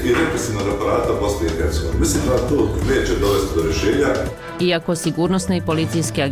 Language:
Bosnian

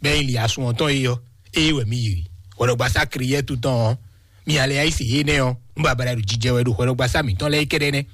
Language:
Fon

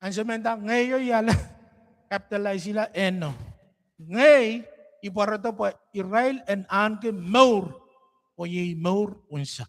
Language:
Pohnpeian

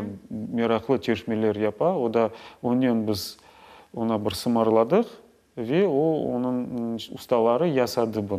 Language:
Crimean Tatar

